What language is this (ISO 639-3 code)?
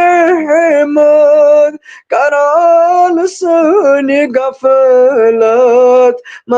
kas